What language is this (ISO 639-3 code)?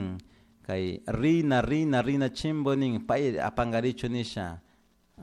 qug